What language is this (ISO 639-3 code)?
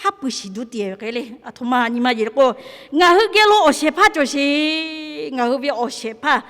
lhu